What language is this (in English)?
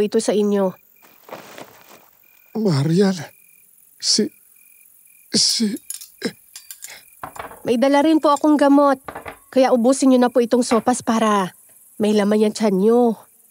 Filipino